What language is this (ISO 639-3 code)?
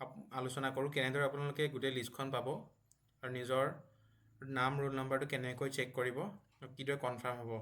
asm